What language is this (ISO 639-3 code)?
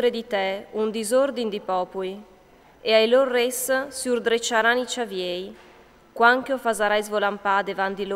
fur